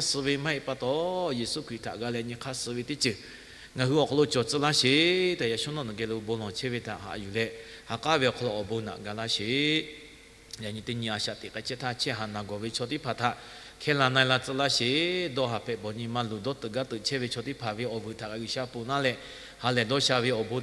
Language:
Lahu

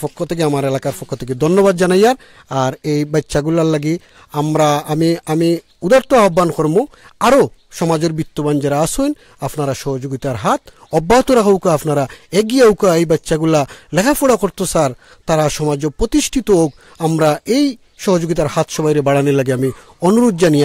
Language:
Sylheti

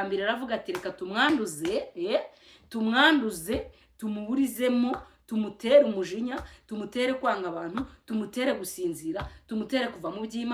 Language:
Kinyarwanda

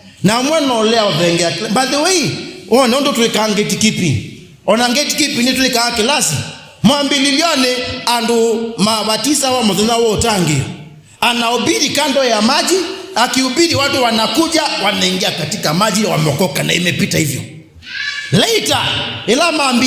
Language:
Kamba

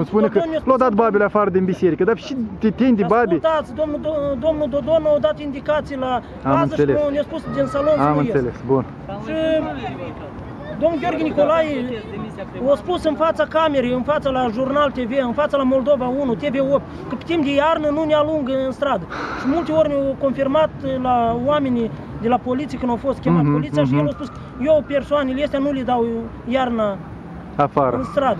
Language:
Romanian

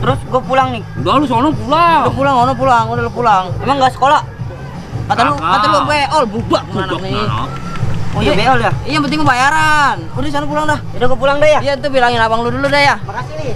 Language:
Betawi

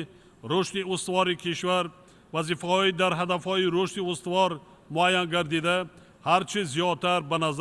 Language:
Tajik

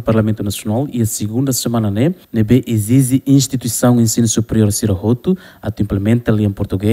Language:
Tetum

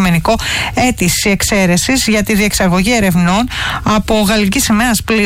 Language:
Greek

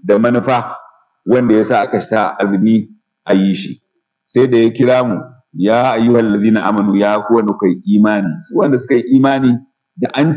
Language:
Hausa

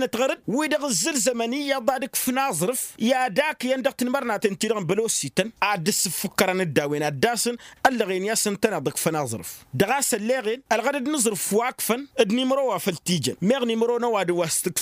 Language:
Tamasheq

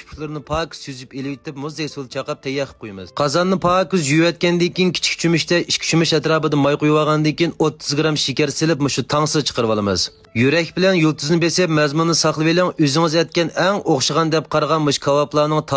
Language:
Uyghur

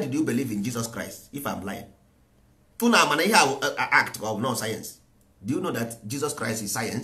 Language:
Igbo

